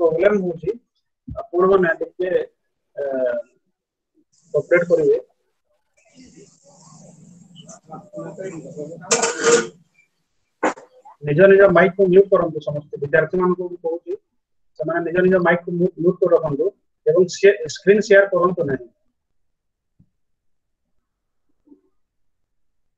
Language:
Odia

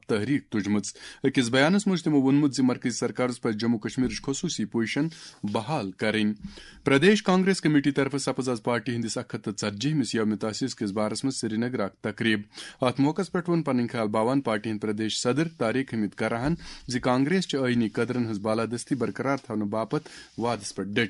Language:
Kashmiri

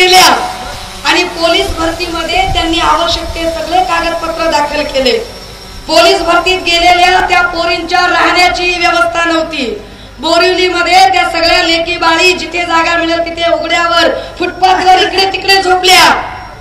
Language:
Marathi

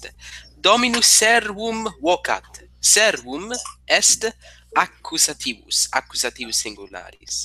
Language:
Latin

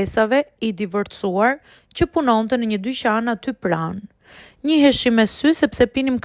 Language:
Albanian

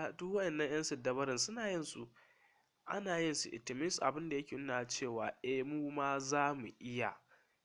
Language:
Hausa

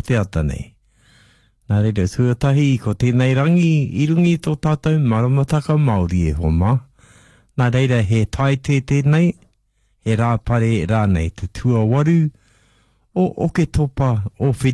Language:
Māori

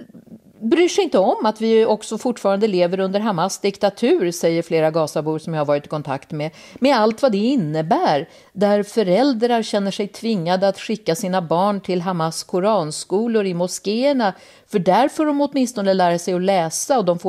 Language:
Swedish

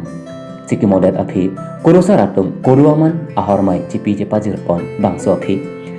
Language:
Karbi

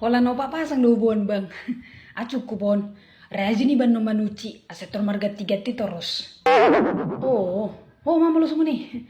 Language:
Batak Toba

